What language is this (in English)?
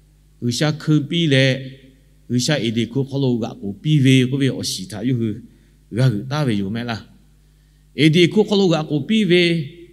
Lahu